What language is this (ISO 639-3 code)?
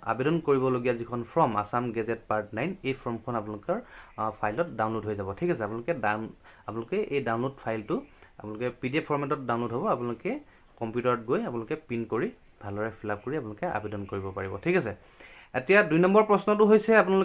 asm